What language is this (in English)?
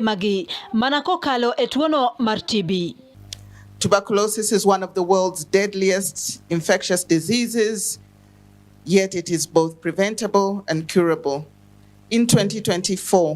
Luo (Kenya and Tanzania)